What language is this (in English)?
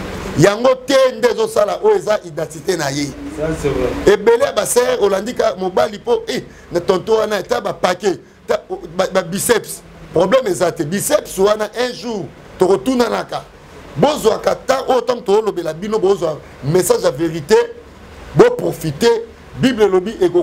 Lingala